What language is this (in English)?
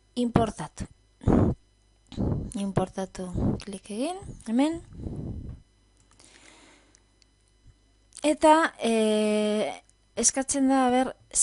Basque